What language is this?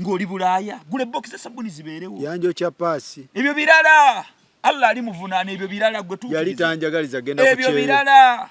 Ganda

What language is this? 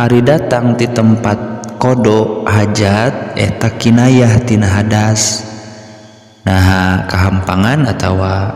Sundanese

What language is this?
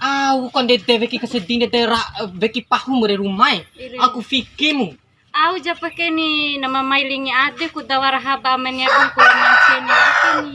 Bima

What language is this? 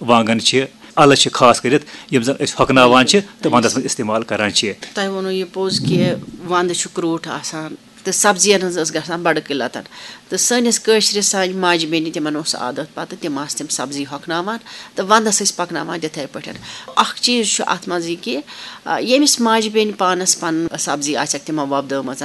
Kashmiri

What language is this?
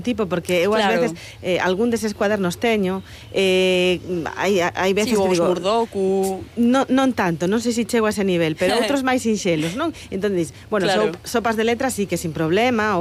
Galician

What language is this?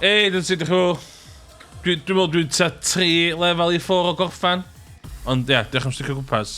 Welsh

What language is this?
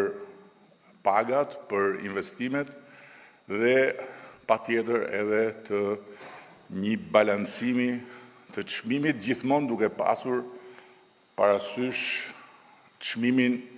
Albanian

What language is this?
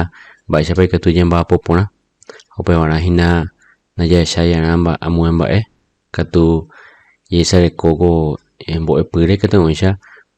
Guarani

